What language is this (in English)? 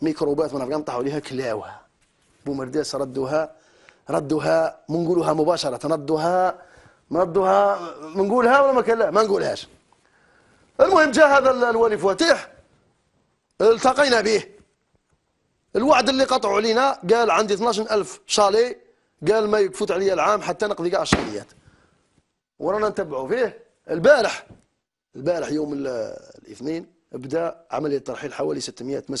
Algerian Arabic